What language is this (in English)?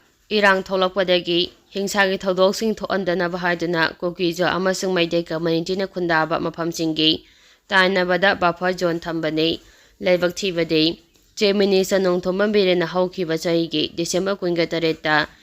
Manipuri